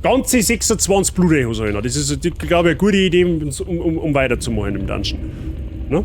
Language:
Bavarian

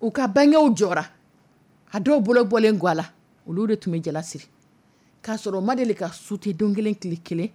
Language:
Dyula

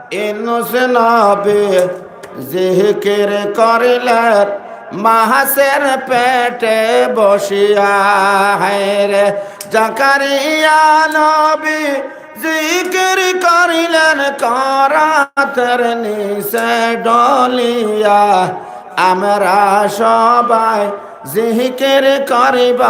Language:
Sylheti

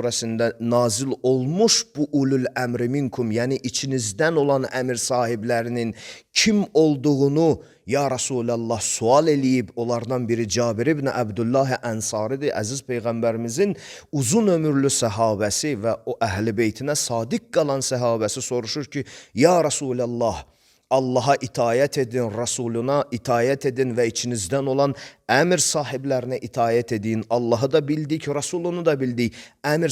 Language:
Azerbaijani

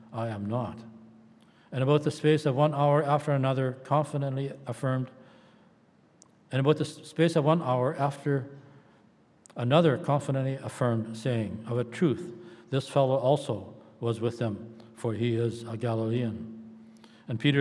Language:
English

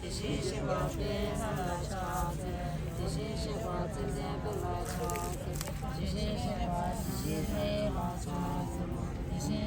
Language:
Tibetan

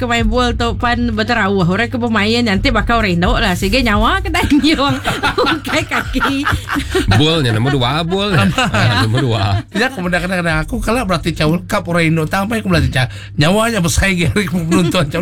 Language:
Iban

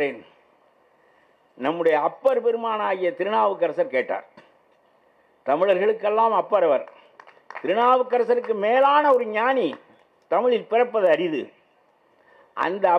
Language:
Tamil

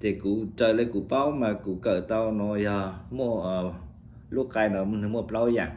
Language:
Hmong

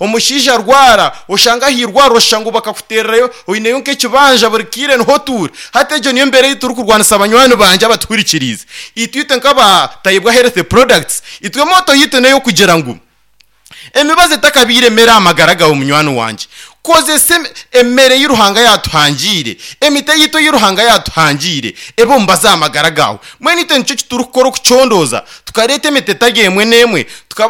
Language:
Nyankole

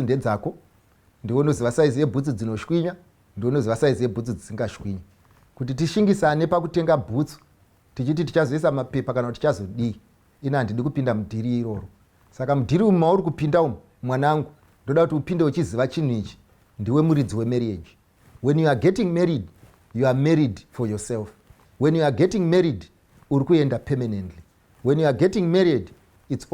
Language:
Shona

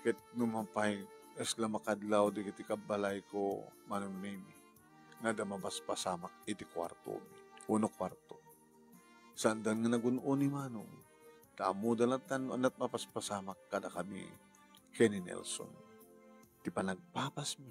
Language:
Iloko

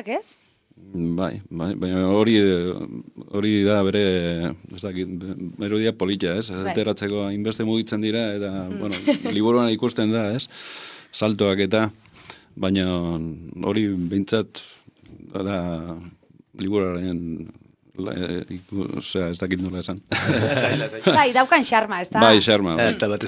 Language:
Basque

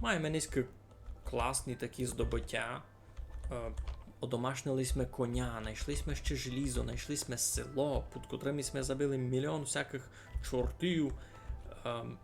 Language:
Rusyn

